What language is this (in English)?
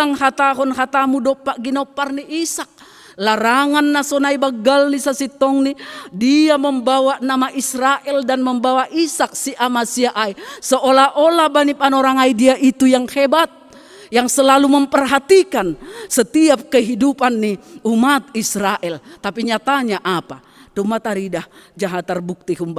Batak Simalungun